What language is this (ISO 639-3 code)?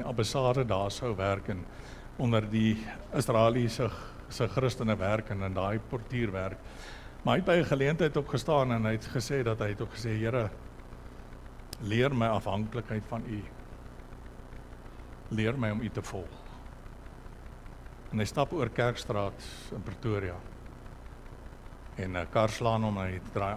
afr